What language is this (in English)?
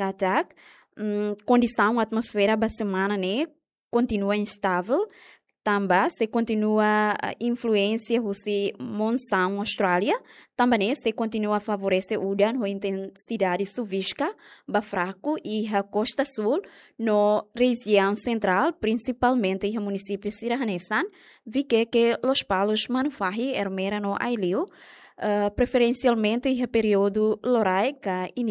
Tetum